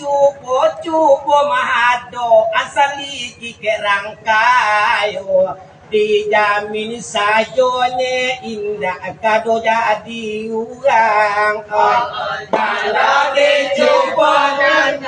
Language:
Minangkabau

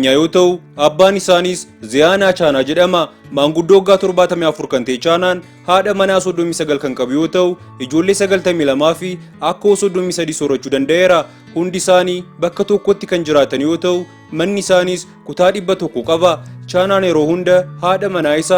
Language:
Oromo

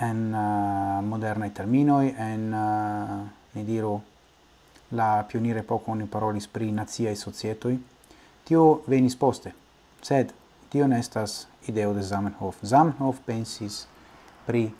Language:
Esperanto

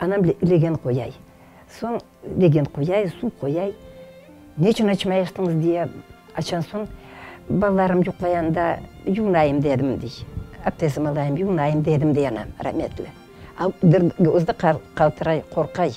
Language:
Crimean Tatar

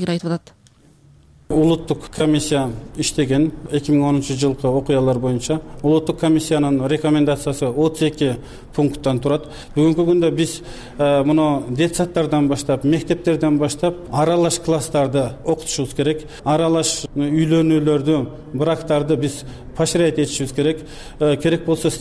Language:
Kyrgyz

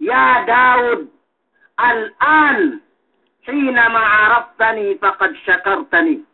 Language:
Yakan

